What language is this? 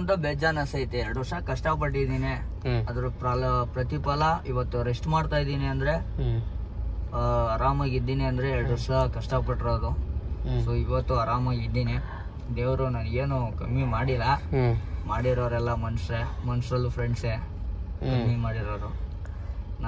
Kannada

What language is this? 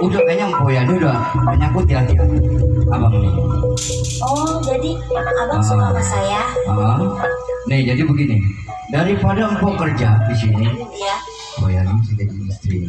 Betawi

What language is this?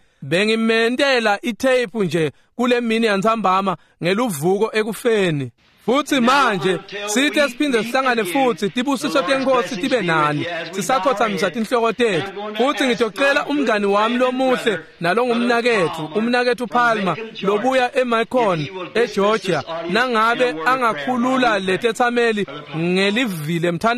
Swati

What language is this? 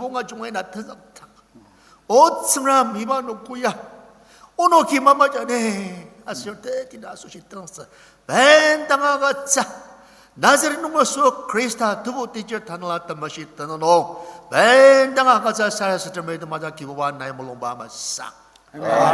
Ao Naga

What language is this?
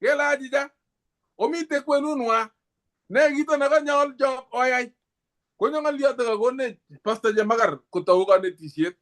Kalenjin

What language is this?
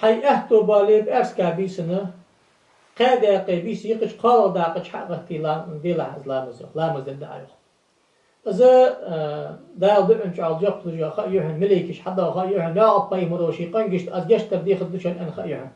Ingush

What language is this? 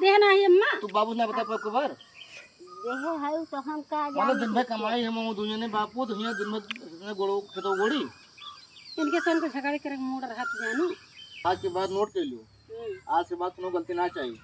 Awadhi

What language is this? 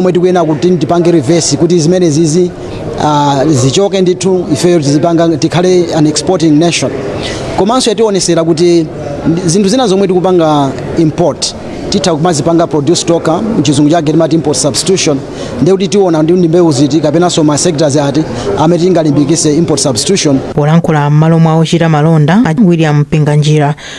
Nyanja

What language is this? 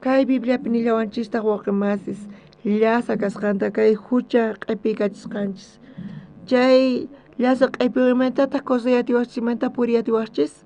South Bolivian Quechua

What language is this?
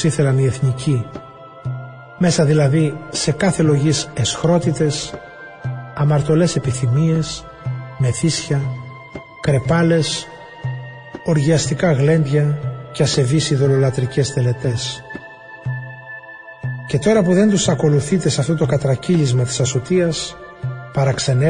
Greek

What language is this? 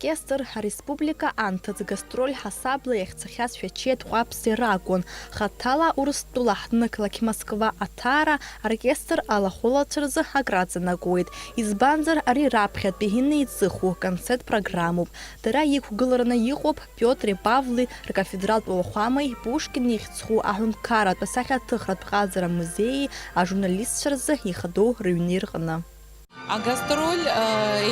Abkhazian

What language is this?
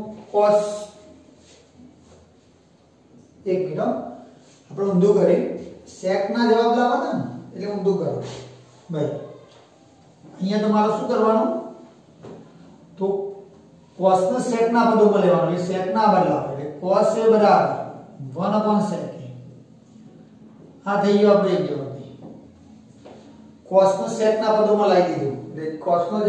Gujarati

